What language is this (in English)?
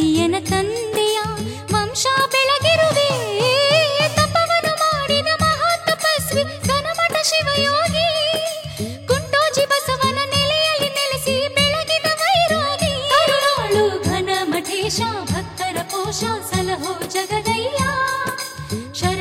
Kannada